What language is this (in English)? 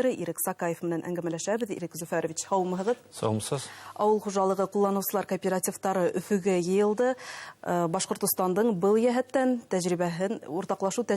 Bashkir